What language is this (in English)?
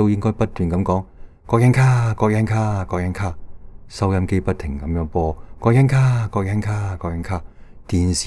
Cantonese